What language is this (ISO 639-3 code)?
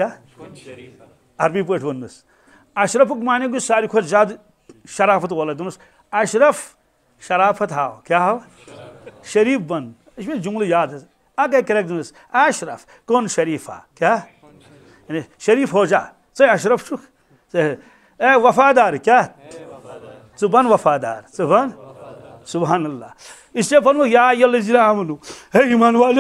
kas